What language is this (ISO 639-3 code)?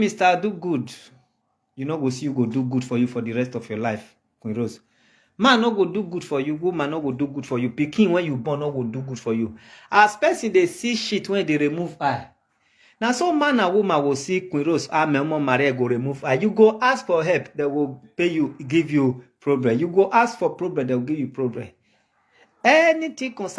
pcm